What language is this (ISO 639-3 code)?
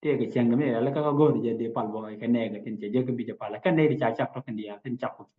nus